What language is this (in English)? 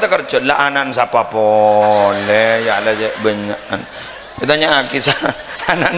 Madurese